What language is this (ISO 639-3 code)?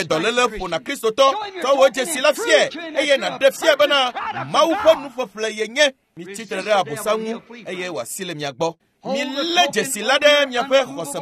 ewe